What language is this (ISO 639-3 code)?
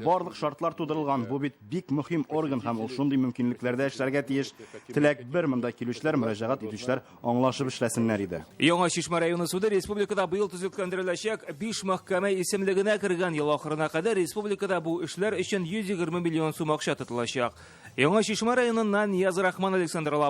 tat